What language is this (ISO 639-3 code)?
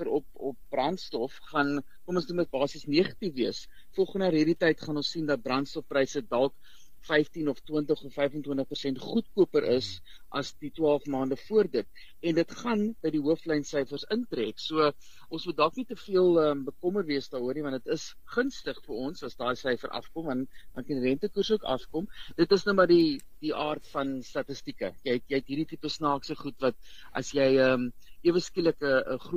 afr